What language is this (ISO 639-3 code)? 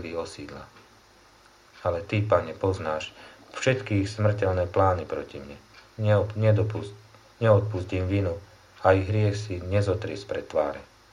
slk